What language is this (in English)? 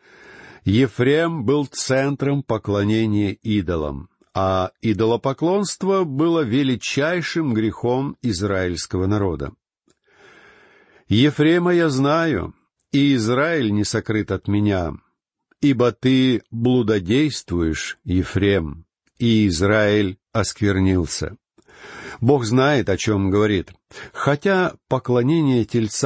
Russian